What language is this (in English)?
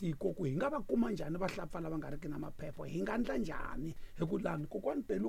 Tsonga